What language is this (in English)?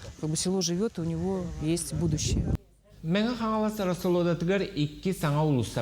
Yakut